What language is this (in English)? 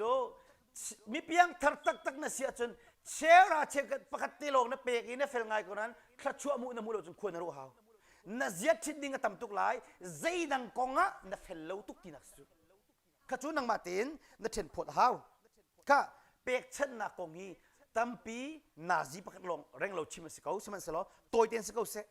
Hakha Chin